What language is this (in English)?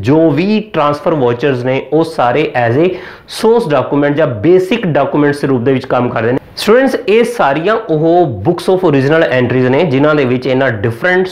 Punjabi